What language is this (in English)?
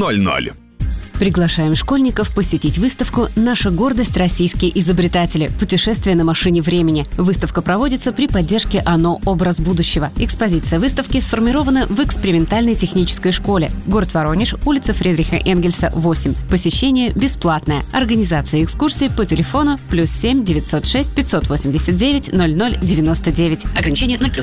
Russian